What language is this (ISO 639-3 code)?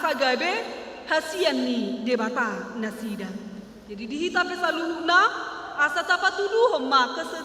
bbc